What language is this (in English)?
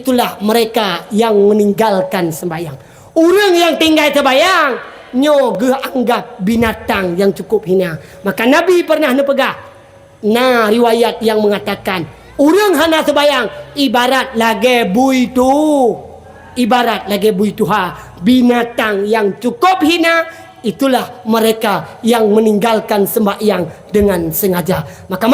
Achinese